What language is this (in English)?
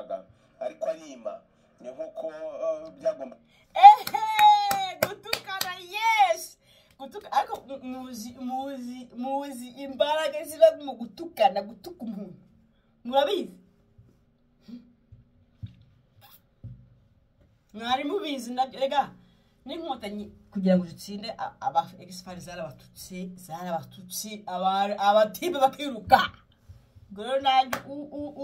Kinyarwanda